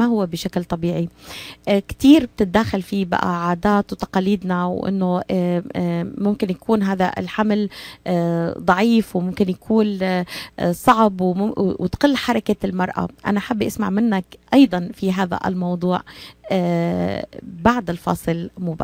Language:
North Levantine Arabic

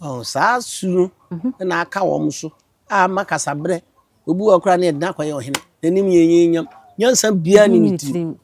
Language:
Akan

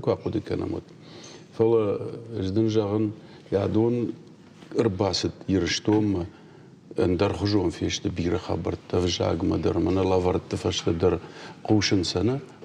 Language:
Ossetic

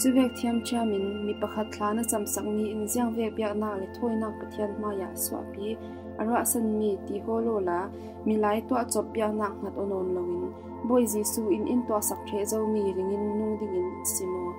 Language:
Falam Chin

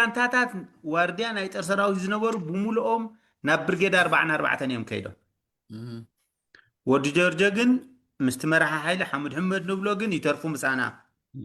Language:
Tigrinya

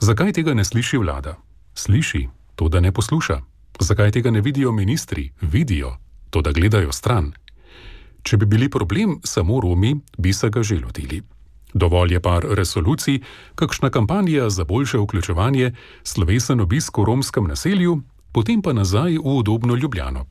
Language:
Slovenian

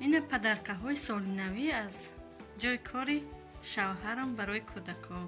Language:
Tajik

